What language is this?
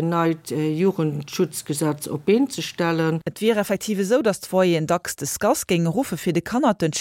Luxembourgish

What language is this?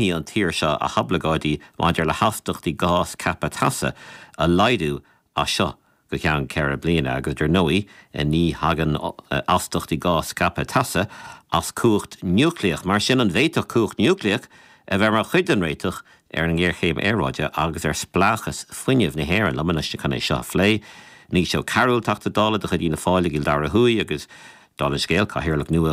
Irish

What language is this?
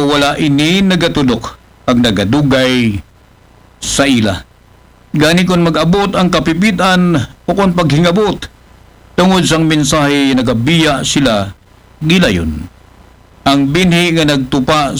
Aklanon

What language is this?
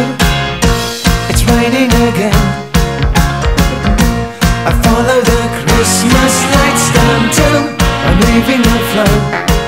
English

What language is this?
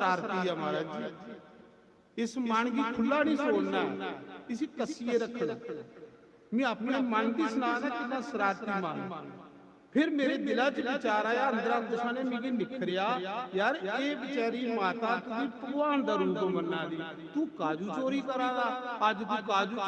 Dogri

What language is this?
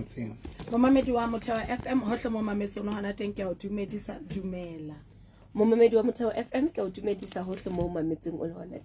Southern Sotho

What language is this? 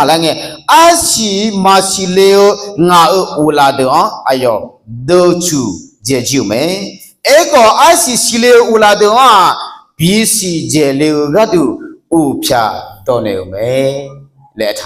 Akha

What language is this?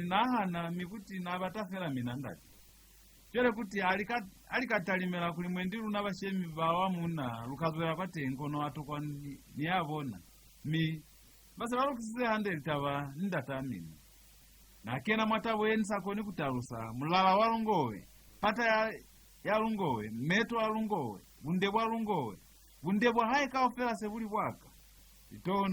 Lozi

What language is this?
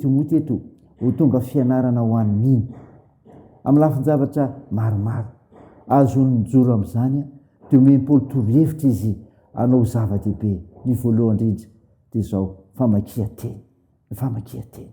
Malagasy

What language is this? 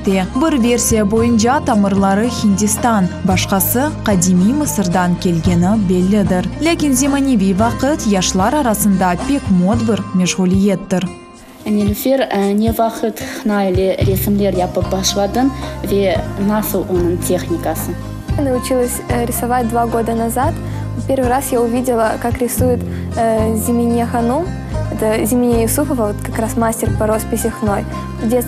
Crimean Tatar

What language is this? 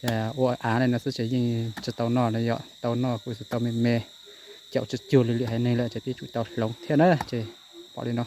Hmong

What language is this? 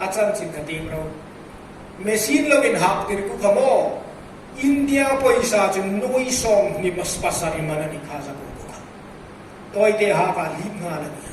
Hmar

